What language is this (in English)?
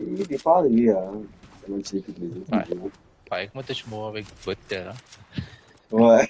Morisyen